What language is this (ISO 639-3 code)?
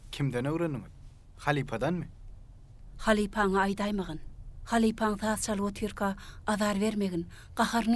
tuk